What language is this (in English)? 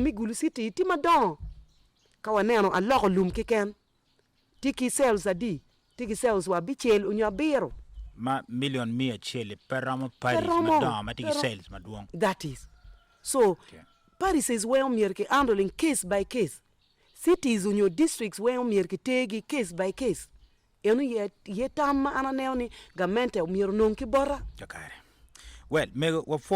Acoli